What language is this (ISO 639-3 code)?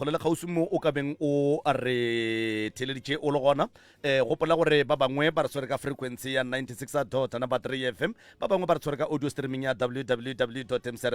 nso